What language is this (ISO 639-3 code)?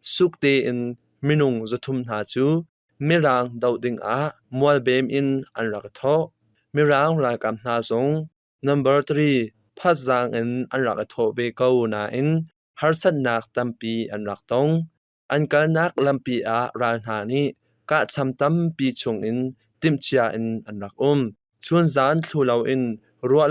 cnh